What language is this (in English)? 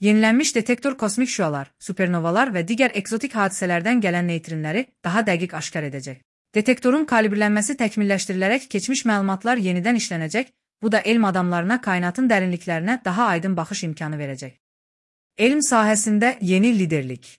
Azerbaijani